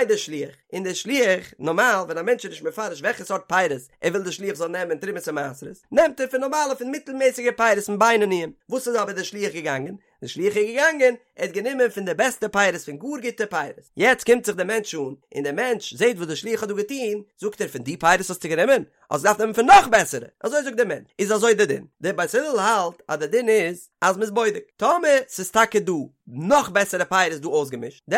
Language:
Yiddish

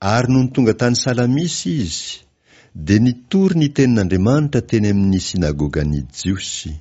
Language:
Malagasy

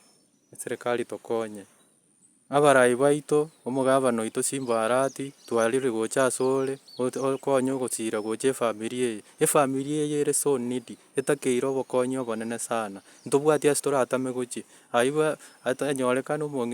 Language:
Gusii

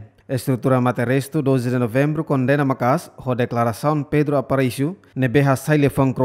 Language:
Tetum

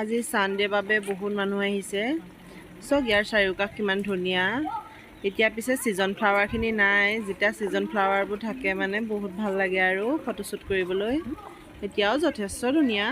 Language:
Assamese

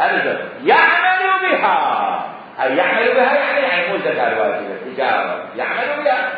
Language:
Mesopotamian Arabic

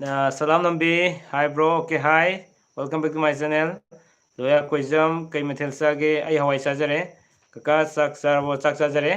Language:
Manipuri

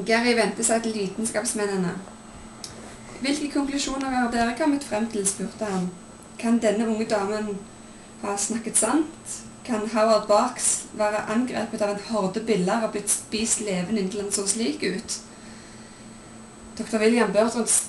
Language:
Norwegian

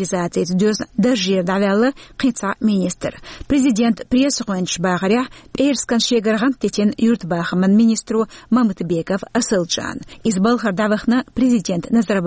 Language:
Chechen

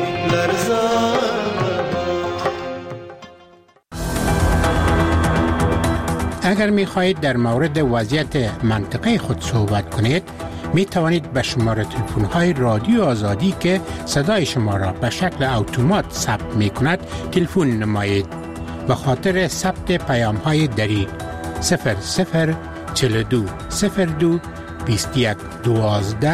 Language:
Persian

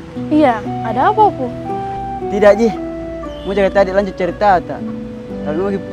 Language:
Makassar Malay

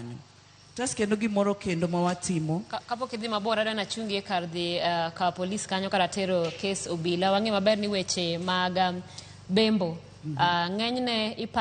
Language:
Luo (Kenya and Tanzania)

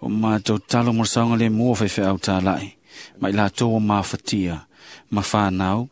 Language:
Samoan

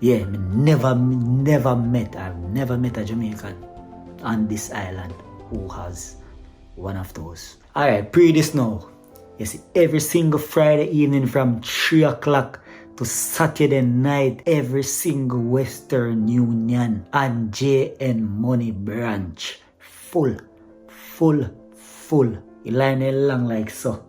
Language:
Jamaican Creole English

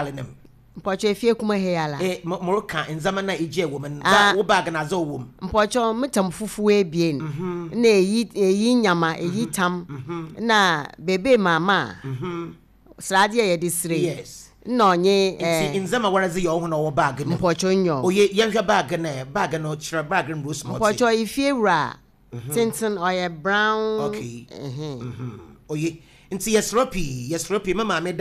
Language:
Akan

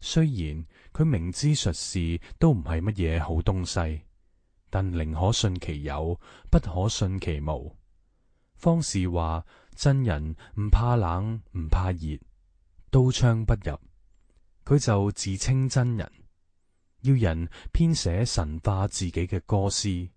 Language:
Cantonese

